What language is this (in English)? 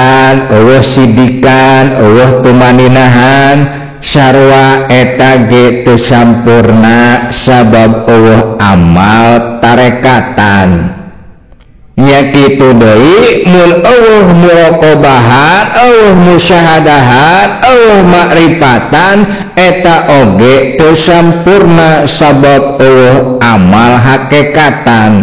Sundanese